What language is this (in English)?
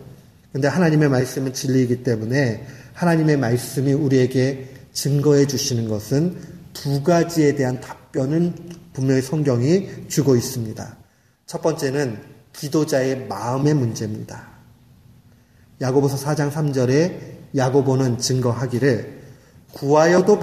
Korean